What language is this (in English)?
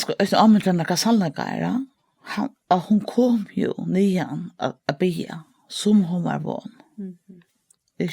Faroese